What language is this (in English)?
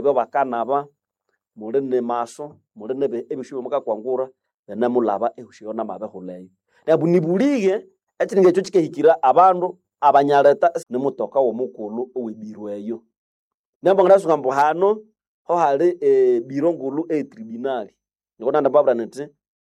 Nande